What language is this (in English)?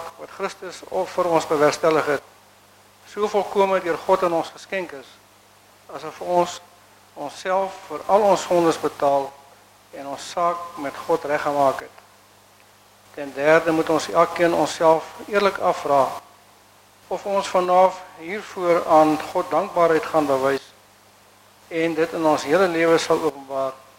Afrikaans